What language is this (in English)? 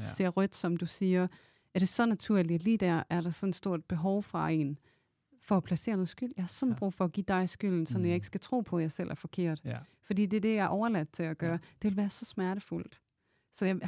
Danish